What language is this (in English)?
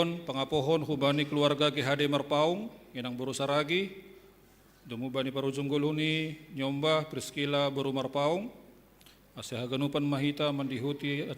Batak Simalungun